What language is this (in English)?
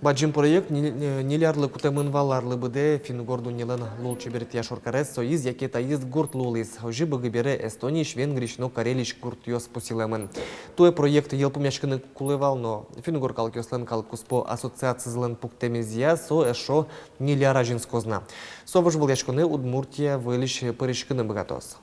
Udmurt